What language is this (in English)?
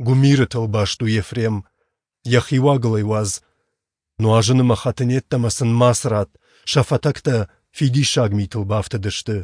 Ossetic